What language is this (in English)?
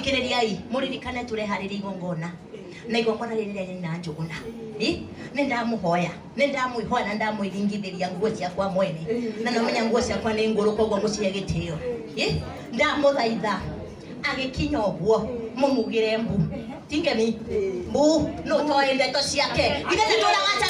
Kikuyu